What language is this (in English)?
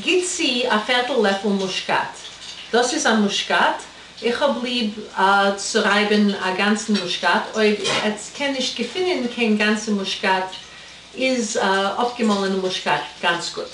Yiddish